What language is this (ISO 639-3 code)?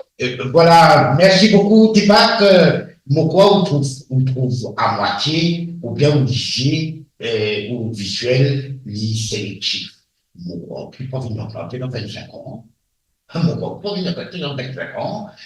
mfe